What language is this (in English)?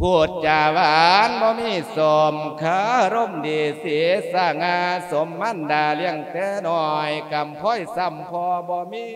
Lao